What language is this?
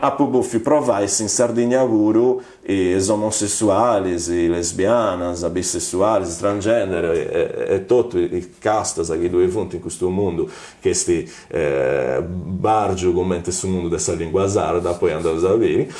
Sardinian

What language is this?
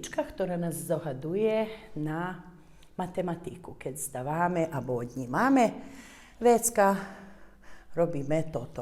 Rusyn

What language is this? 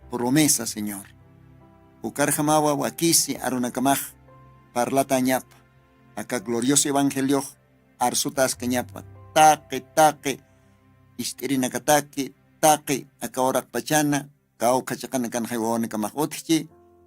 Aymara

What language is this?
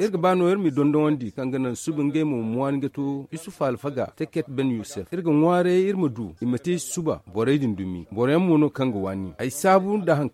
Zarma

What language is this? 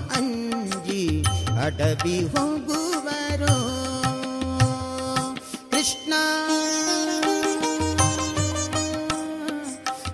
Kannada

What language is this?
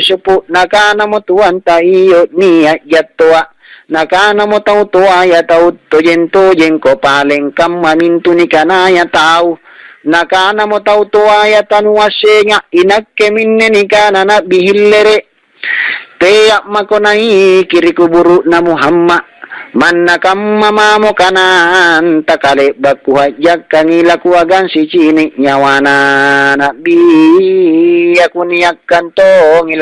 Makasar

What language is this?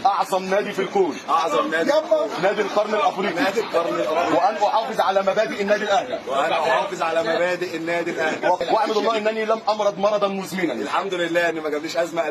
Egyptian Arabic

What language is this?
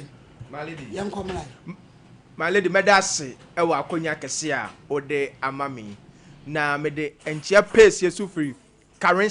Akan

